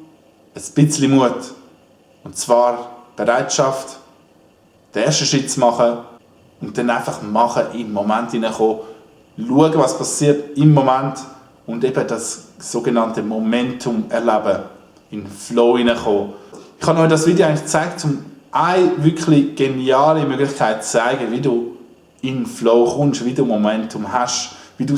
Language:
Swiss German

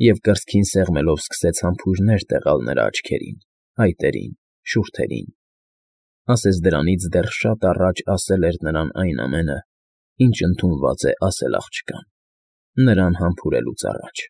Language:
Armenian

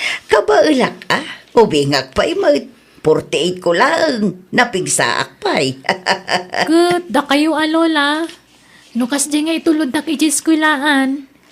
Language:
Iloko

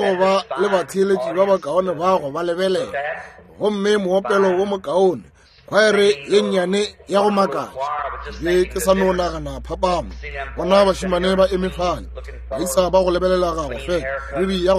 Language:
Northern Sotho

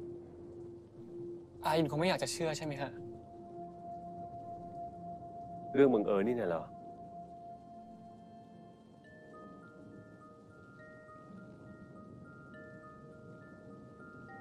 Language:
Thai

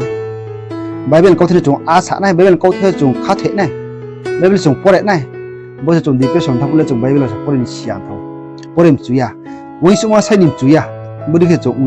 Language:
Riang (India)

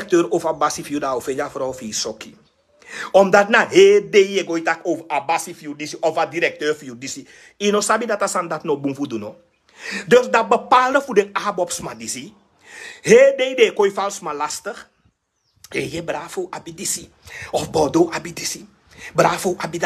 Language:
Sranan Tongo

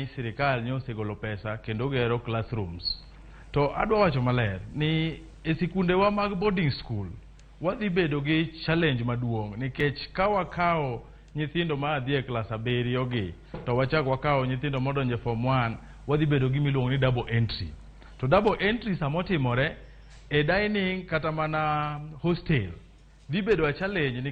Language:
Luo (Kenya and Tanzania)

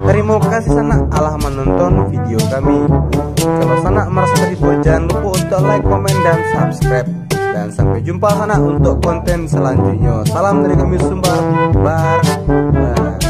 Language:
Minangkabau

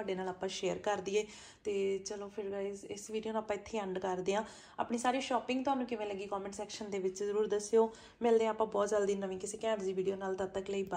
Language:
Punjabi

